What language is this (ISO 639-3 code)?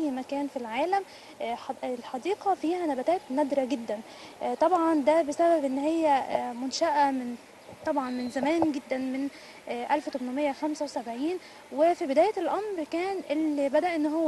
arz